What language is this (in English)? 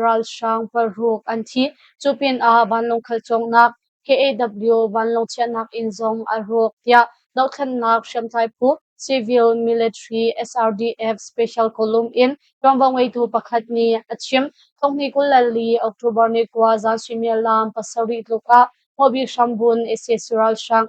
Hakha Chin